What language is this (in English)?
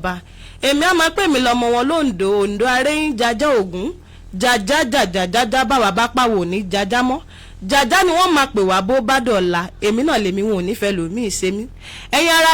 Yoruba